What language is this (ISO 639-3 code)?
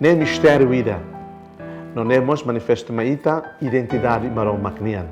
tet